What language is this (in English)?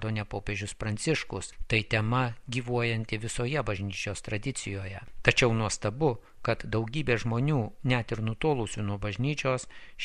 Lithuanian